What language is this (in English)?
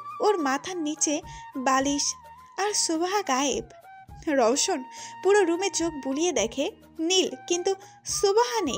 Bangla